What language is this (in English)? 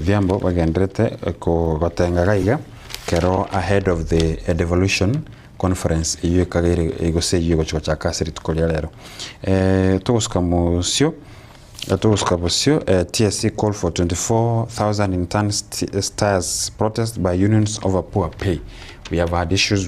Gusii